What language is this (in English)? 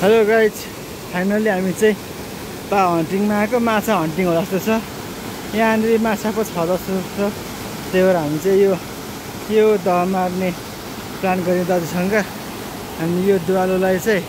Nepali